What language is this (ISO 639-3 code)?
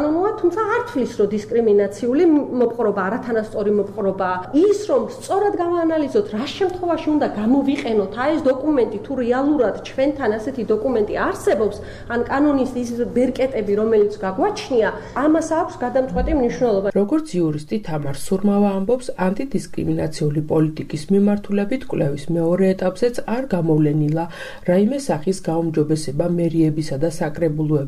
kat